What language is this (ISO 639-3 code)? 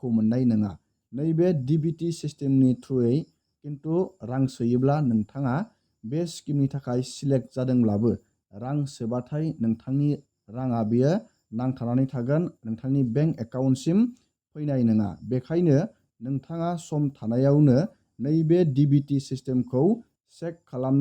brx